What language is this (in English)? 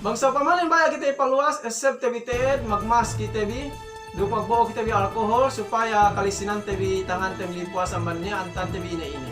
Yakan